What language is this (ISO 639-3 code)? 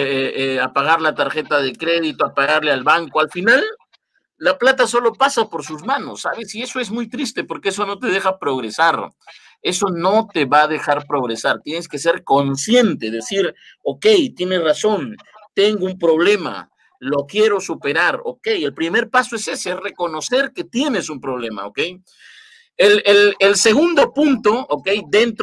spa